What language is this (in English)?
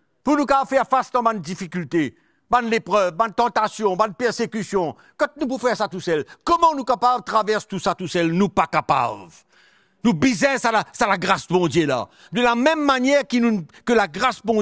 Morisyen